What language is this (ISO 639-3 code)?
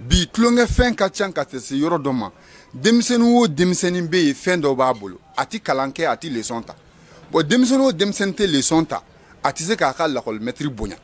bam